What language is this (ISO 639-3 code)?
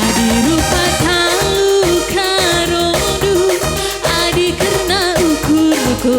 btx